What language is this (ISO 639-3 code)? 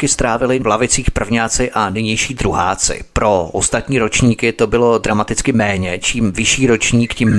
ces